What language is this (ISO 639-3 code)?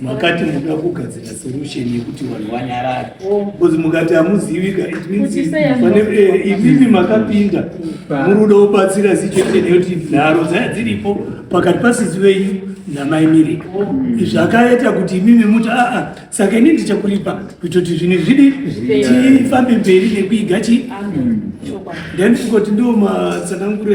sna